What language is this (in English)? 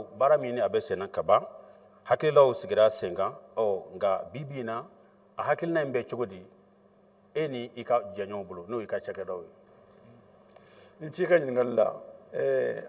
Bambara